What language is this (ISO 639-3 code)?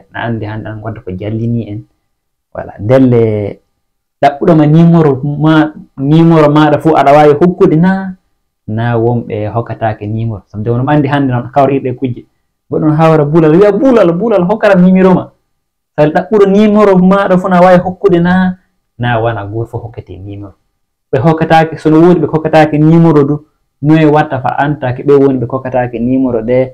ful